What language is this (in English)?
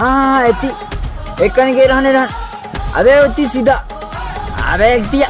Chhattisgarhi